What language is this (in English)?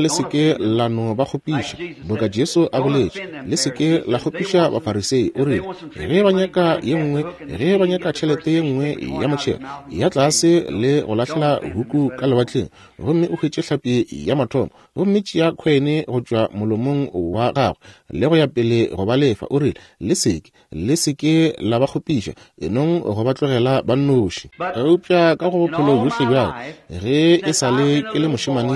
Northern Sotho